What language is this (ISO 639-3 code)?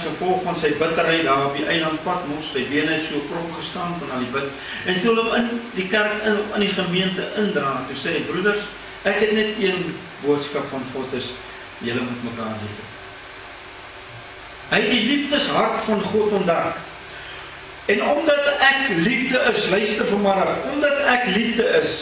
afr